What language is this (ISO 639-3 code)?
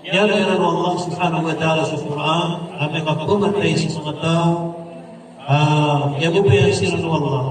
mrw